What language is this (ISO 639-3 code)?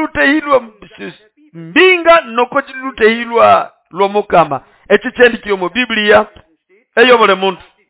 nnb